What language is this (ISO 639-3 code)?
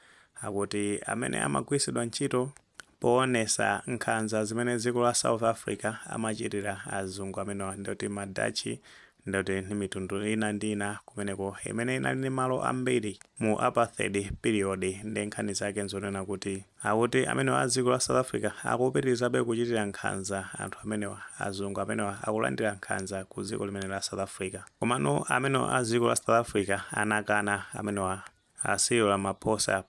nya